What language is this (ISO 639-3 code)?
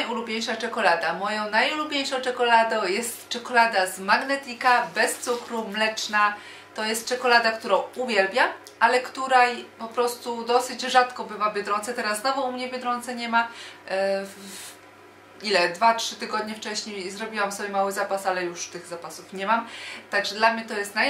pol